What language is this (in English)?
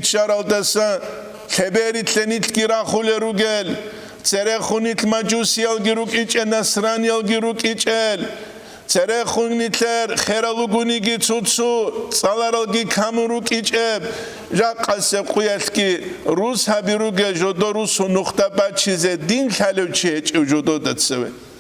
Avaric